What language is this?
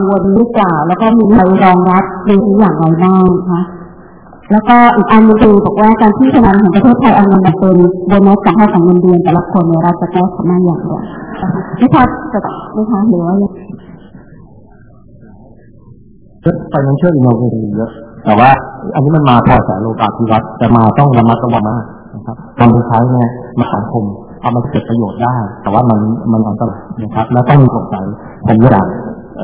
Thai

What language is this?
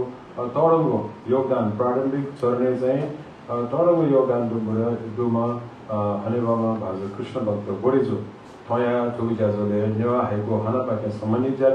Newari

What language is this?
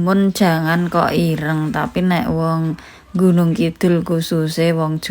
Javanese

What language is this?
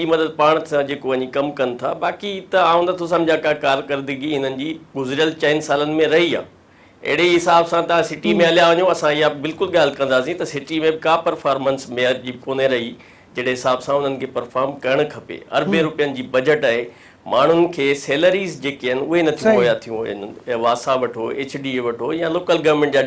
Sindhi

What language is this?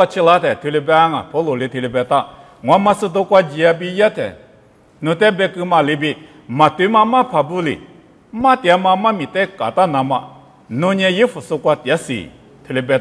Lisu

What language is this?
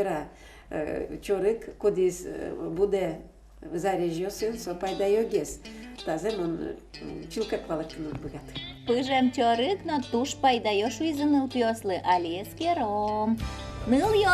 Udmurt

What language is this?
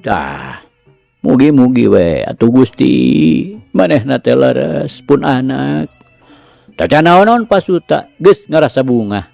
Sundanese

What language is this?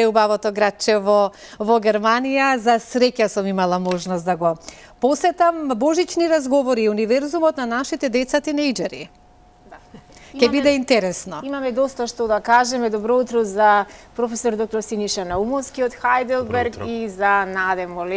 Macedonian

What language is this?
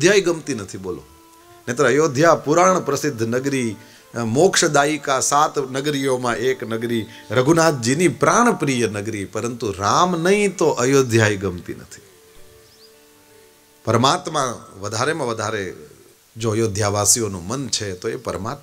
Gujarati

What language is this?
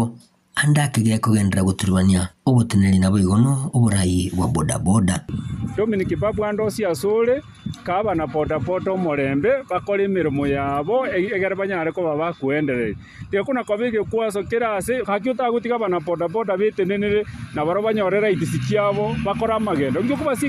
Gusii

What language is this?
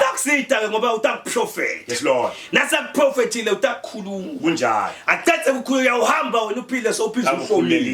Zulu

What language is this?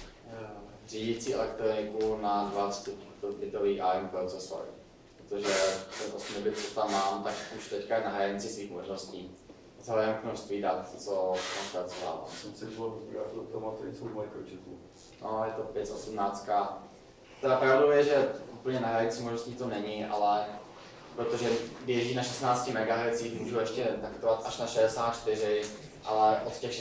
Czech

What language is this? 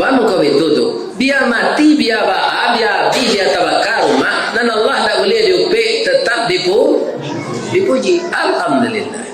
Minangkabau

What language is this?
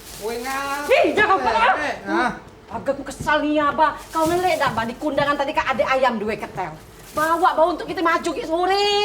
Musi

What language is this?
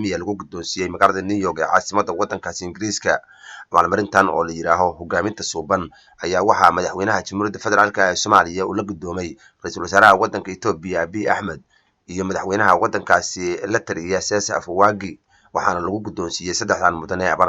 Somali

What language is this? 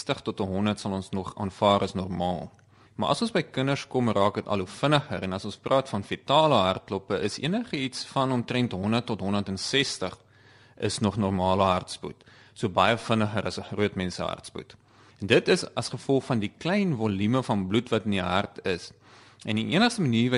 Afrikaans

